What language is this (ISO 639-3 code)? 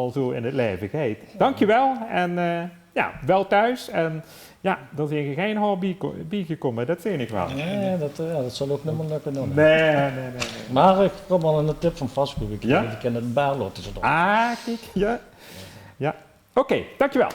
lim